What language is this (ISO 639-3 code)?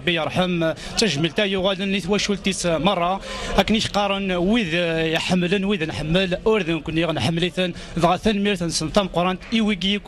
kab